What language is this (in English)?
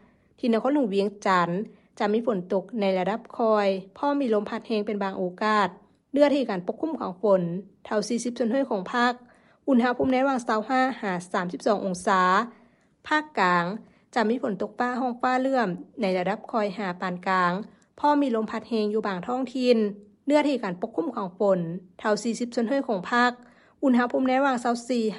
Lao